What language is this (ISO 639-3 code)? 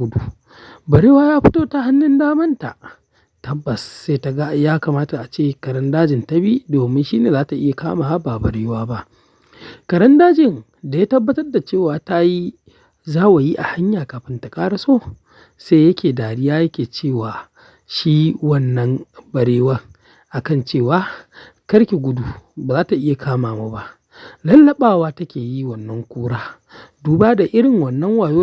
hau